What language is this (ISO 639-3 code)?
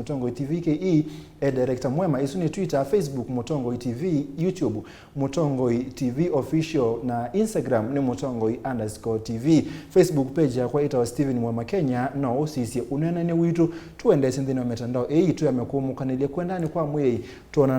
kam